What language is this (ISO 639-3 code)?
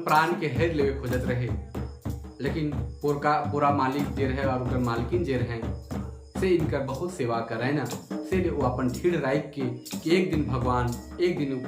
sck